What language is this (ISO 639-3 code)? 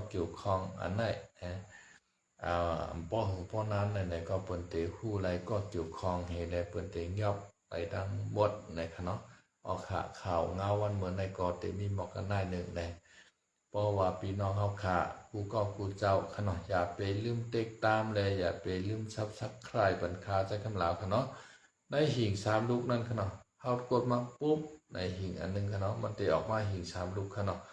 shn